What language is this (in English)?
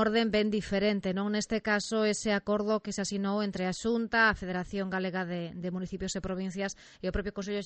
Galician